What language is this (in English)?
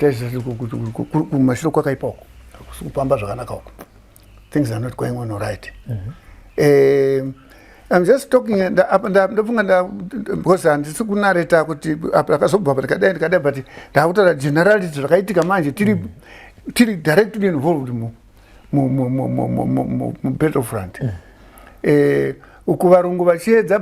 Shona